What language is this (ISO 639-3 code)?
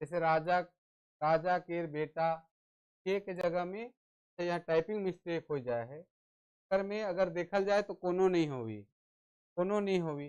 sck